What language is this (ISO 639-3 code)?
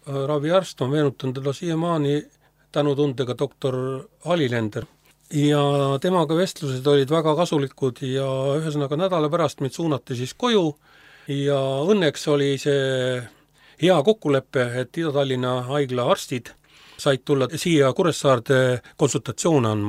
est